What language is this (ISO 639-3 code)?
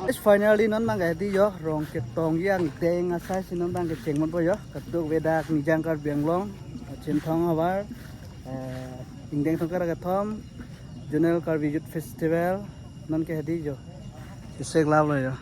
mjw